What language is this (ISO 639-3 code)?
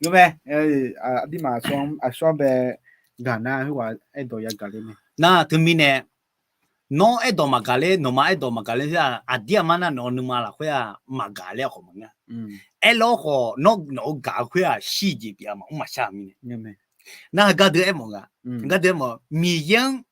ahk